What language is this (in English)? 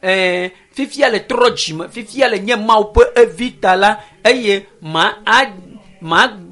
Ewe